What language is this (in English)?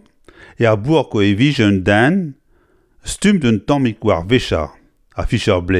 Breton